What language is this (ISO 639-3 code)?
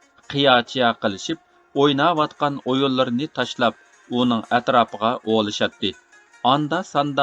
uig